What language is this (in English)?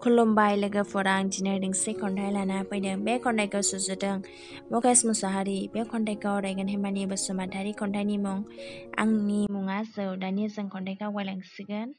Bodo